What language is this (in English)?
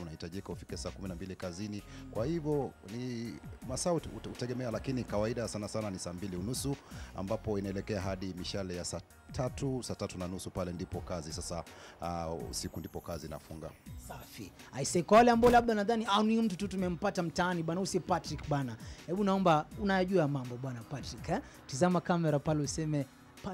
Swahili